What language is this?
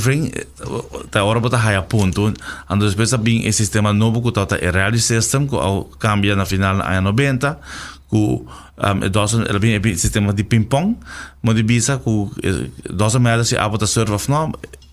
Papiamento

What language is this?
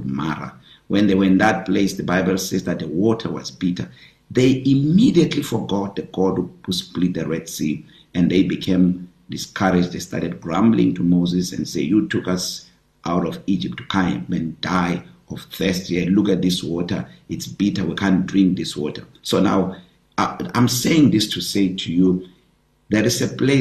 English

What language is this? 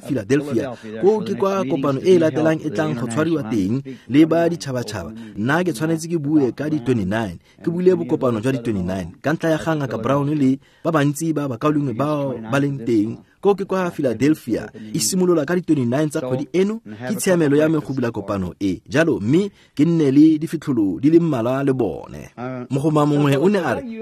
Tswana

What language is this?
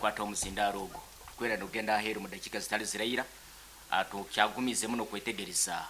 Nyankole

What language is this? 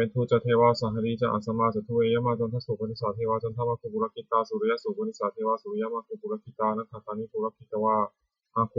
Pali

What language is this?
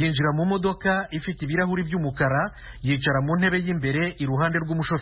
Kinyarwanda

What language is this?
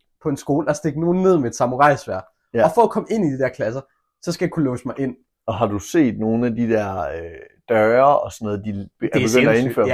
Danish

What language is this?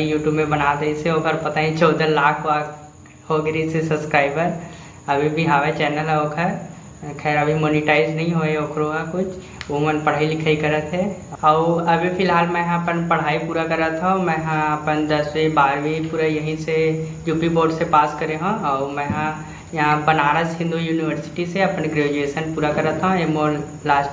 Chhattisgarhi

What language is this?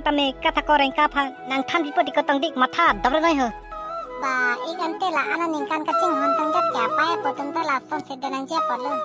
Karbi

